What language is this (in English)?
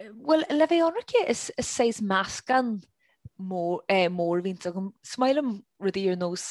Irish